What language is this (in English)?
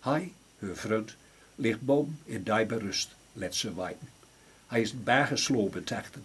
Gronings